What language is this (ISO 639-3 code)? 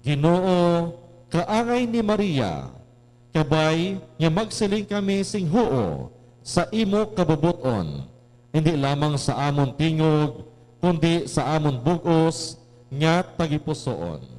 hil